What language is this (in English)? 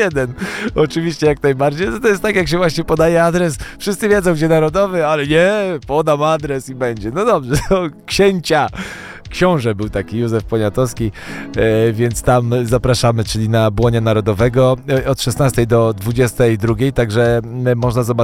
Polish